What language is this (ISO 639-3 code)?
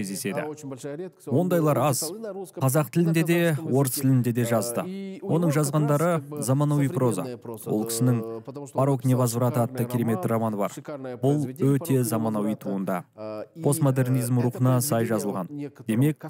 kaz